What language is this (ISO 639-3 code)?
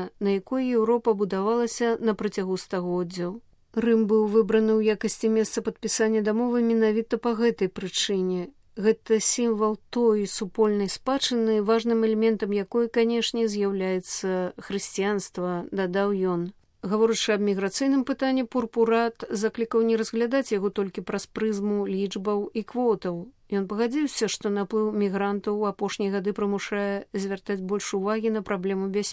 bel